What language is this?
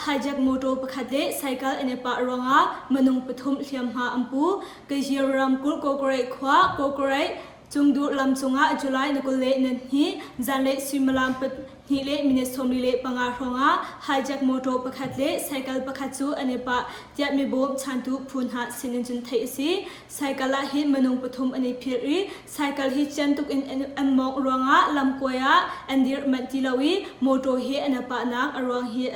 Hakha Chin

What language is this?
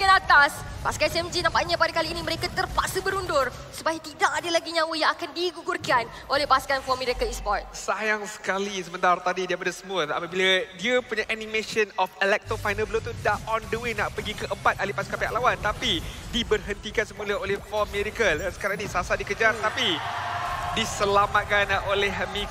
Malay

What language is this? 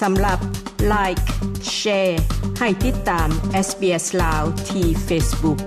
Lao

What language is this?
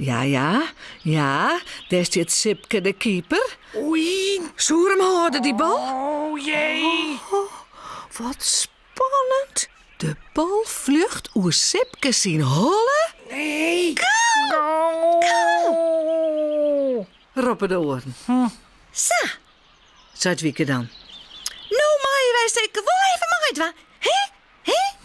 Western Frisian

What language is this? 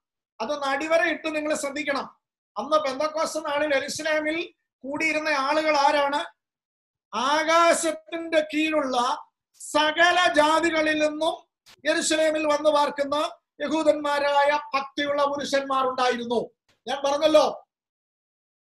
Malayalam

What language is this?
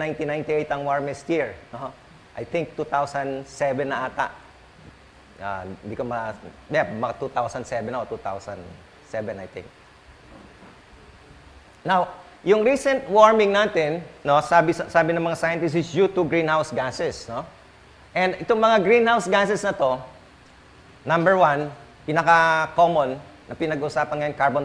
Filipino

